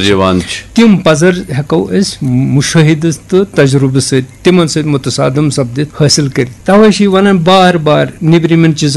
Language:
Kashmiri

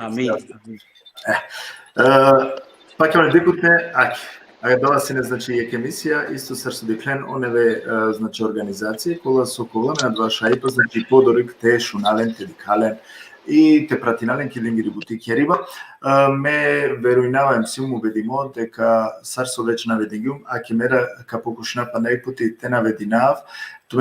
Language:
Balkan Romani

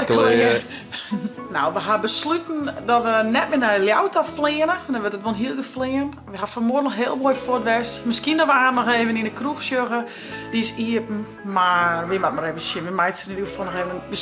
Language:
Western Frisian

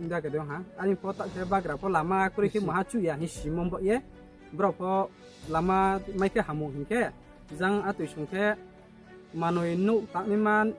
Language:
Riang (India)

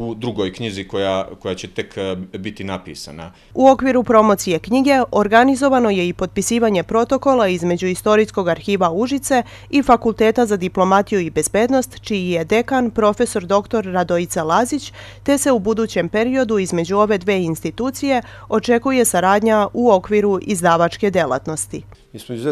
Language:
Serbian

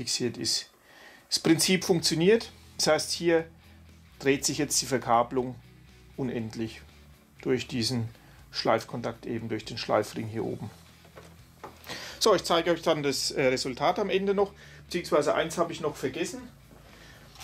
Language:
German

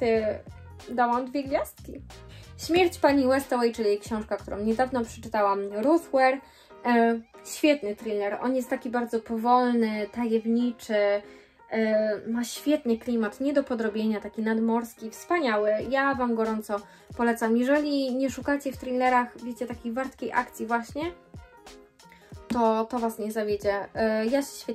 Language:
Polish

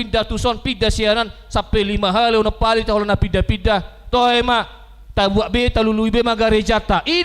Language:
Batak Toba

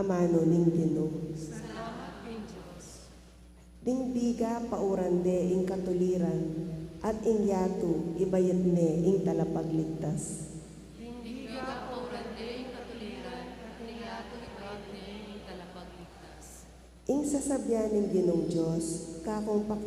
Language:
Pampanga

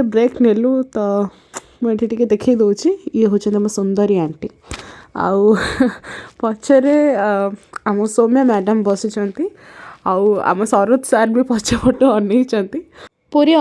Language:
Odia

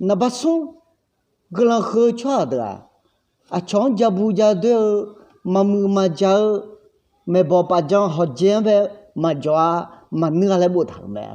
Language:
Akha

